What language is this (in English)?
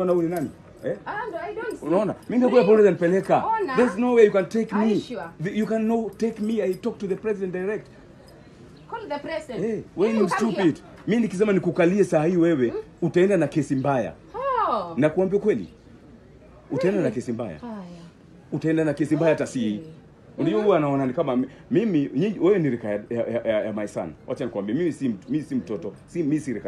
Swahili